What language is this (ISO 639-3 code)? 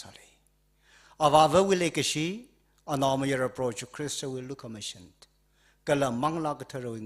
nmf